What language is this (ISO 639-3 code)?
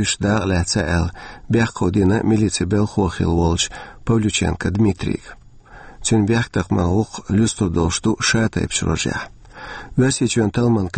che